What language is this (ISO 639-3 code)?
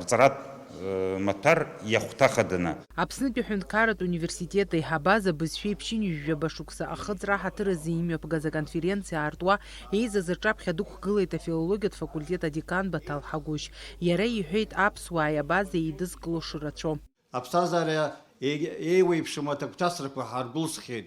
abk